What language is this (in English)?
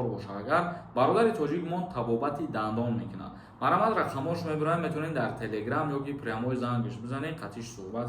Tajik